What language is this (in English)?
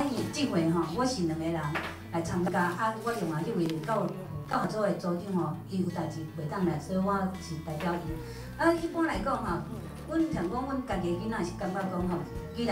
Min Nan Chinese